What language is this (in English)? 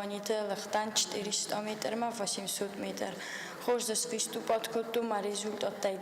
Ossetic